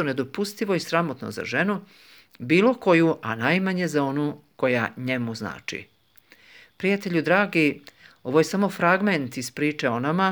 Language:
Croatian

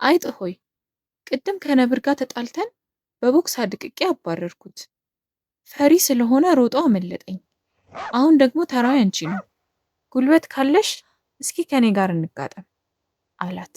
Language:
Amharic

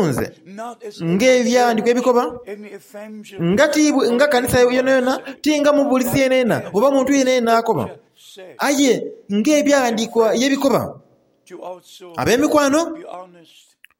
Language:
Soga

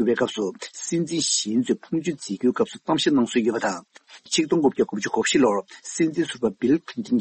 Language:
Tibetan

